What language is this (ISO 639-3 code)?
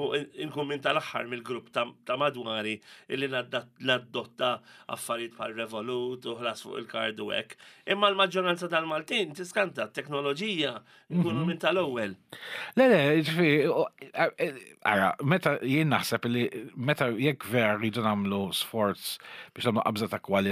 mlt